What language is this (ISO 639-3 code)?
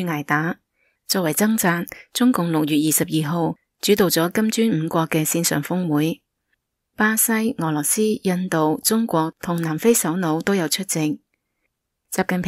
yue